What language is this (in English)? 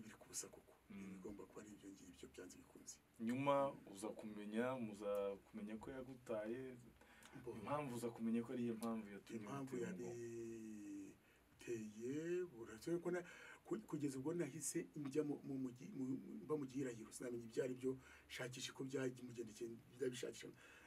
Kinyarwanda